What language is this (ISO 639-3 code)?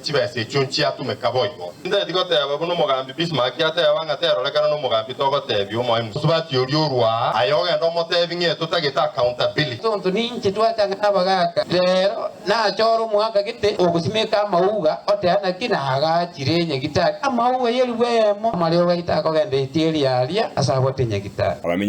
guz